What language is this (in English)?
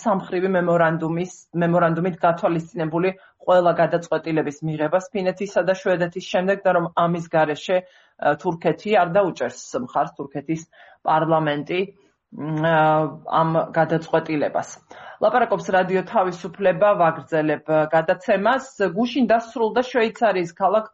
Georgian